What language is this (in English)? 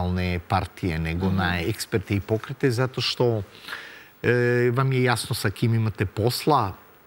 Serbian